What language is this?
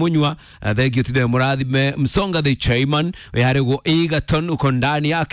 Kikuyu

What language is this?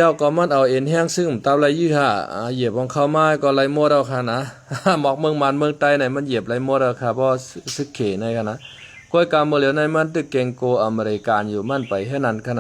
Shan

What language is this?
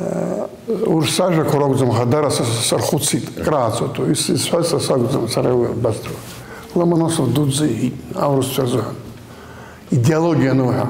Abkhazian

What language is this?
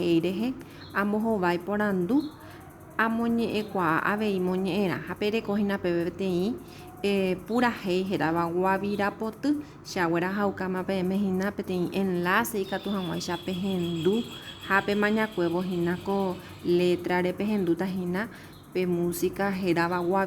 Guarani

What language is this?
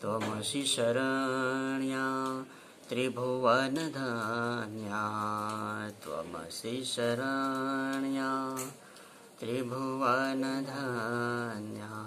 Sanskrit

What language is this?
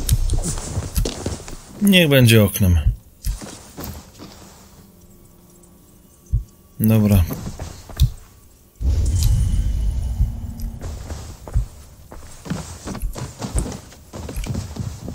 Polish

